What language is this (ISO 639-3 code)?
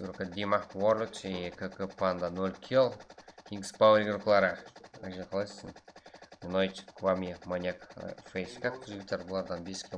kaa